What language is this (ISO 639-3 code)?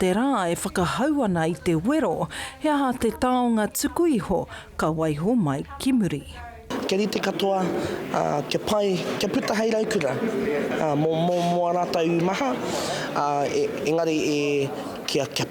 mri